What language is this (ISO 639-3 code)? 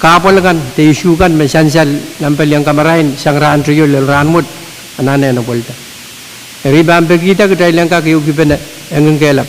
pon